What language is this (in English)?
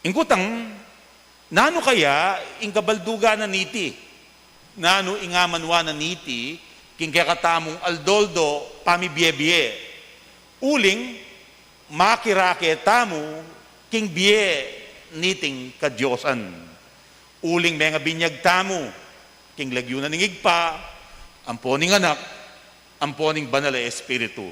Pampanga